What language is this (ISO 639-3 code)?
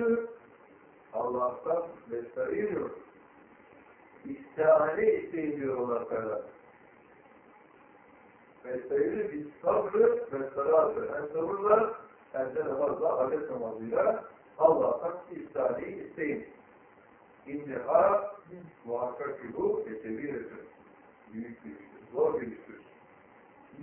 tur